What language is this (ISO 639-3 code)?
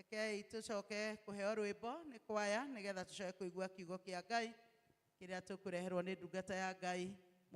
kik